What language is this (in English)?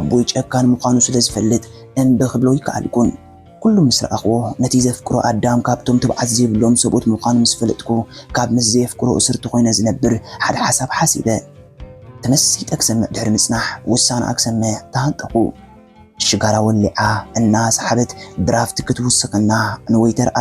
Tigrinya